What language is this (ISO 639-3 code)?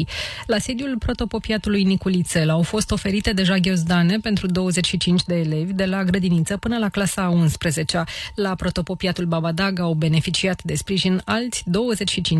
ron